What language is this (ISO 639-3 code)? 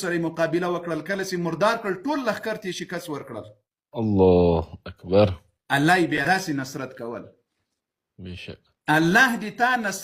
pus